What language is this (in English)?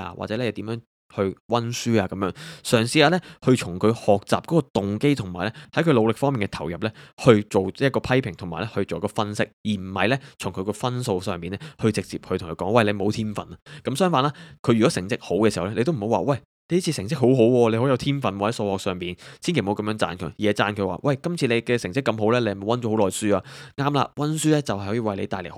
Cantonese